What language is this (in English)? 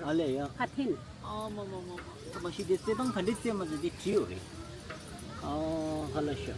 Tibetan